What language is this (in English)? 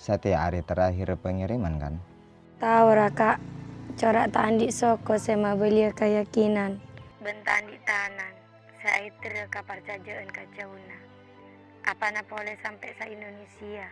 Madurese